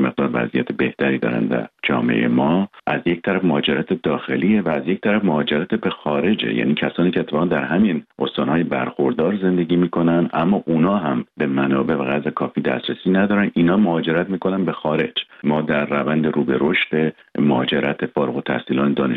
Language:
Persian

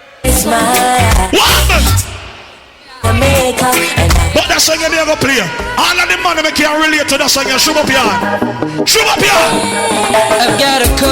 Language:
Jamaican Creole English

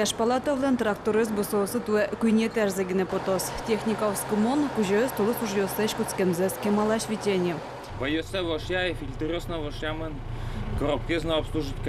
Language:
Udmurt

